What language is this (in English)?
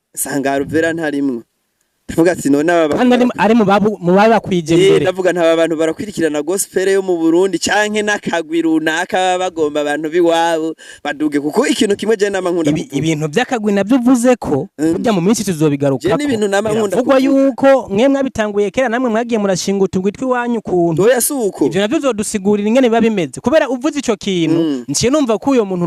Rundi